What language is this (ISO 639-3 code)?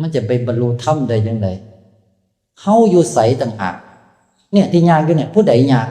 tts